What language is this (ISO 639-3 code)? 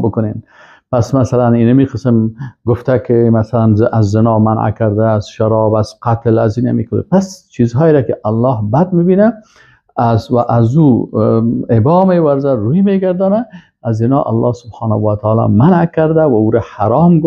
fas